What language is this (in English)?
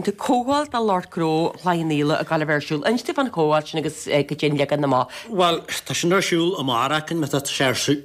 Irish